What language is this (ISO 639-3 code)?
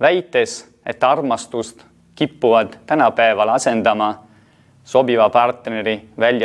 est